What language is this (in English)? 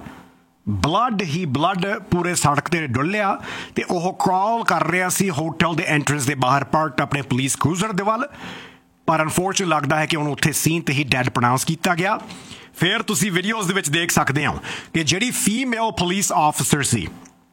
Punjabi